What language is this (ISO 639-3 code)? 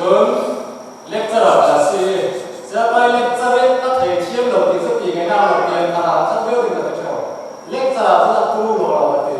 cfm